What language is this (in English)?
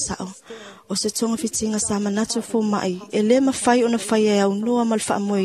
Samoan